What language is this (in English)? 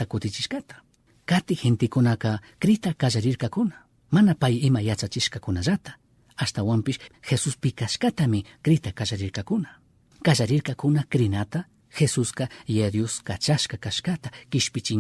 Chimborazo Highland Quichua